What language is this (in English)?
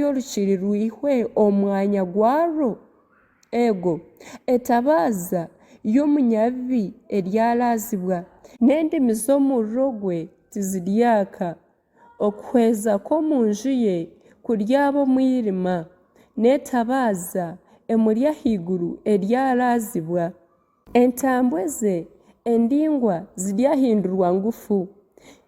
Nyankole